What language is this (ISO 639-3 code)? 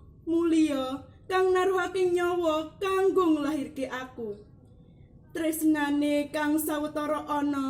jav